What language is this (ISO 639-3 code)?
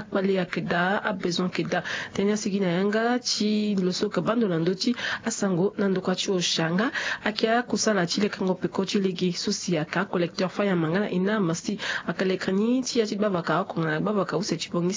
sag